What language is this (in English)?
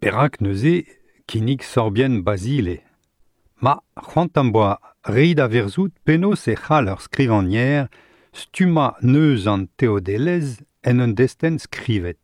Breton